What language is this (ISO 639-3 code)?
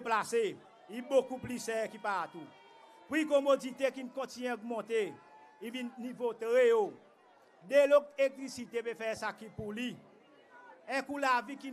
crs